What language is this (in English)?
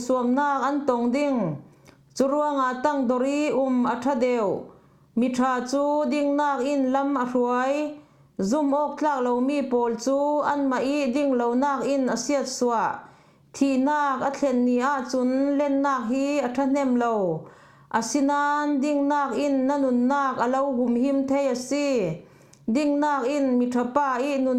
Falam Chin